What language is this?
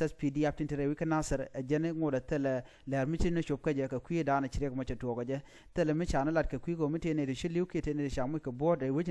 Nuer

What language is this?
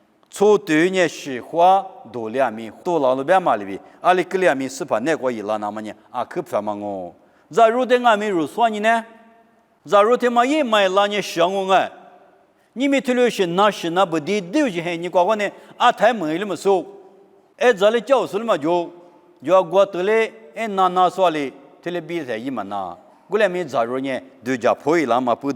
Lisu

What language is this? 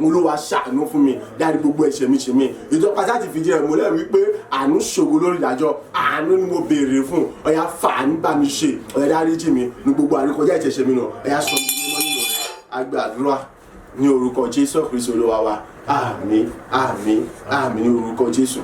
Yoruba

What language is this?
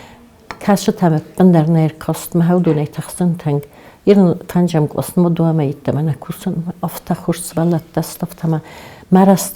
Ossetic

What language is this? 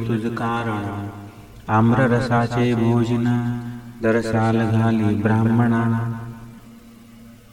Marathi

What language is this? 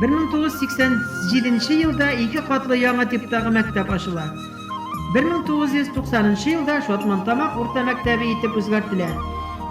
Bashkir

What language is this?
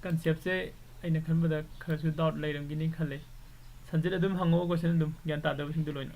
Manipuri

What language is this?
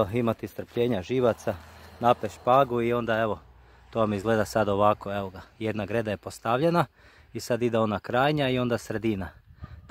Croatian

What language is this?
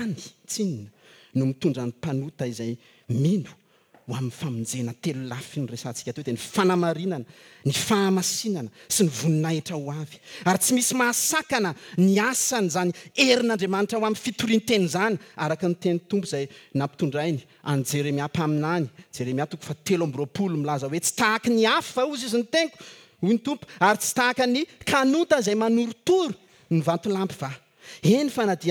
Malagasy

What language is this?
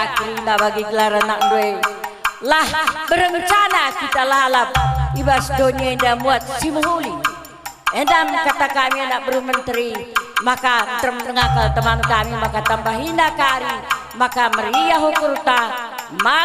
Batak Karo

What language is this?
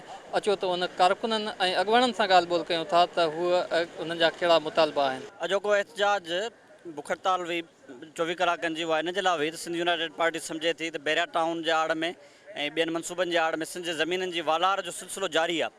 Sindhi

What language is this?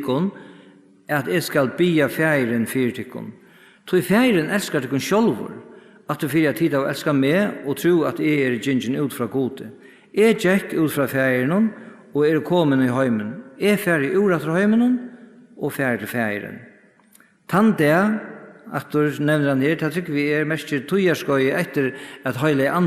Faroese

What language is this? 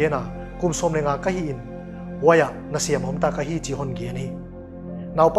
Paite Chin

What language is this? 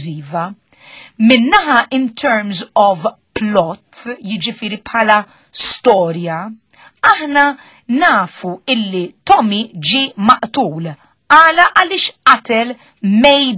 Maltese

